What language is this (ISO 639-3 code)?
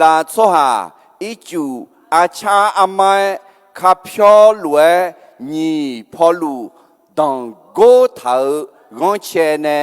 ahk